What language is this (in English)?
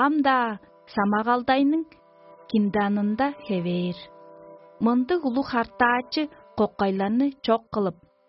Tuvinian